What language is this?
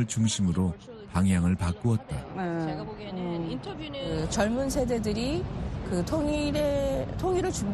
Korean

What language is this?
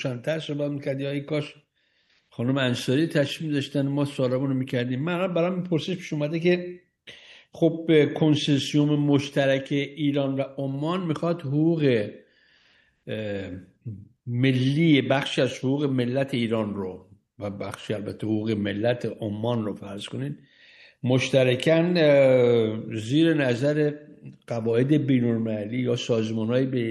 Persian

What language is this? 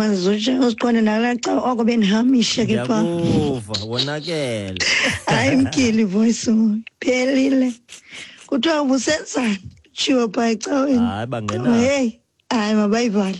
Xhosa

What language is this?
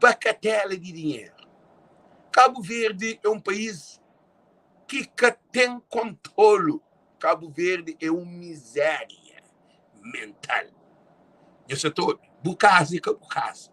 Kabuverdianu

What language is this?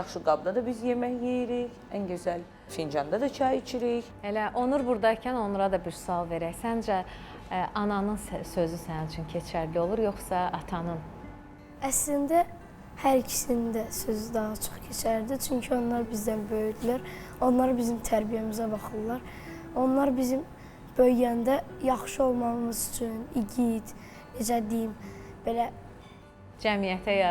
Azerbaijani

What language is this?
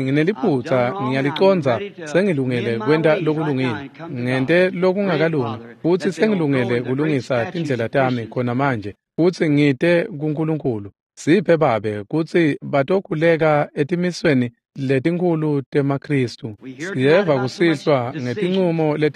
Swati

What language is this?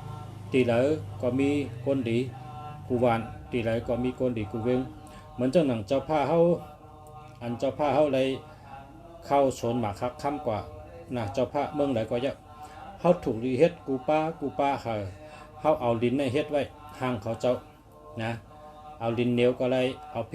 Shan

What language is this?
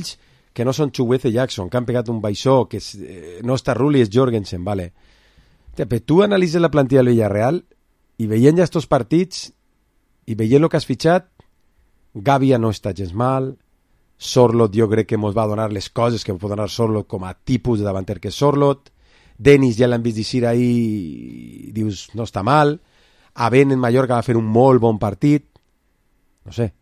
Catalan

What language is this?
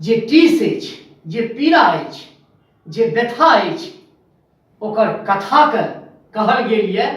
Maithili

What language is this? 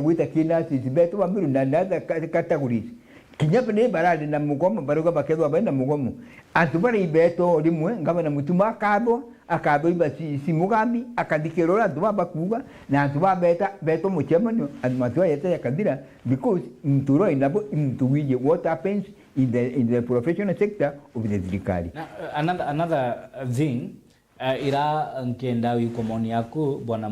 Meru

